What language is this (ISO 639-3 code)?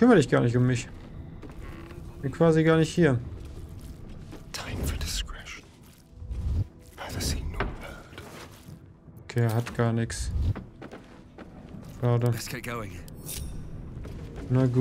deu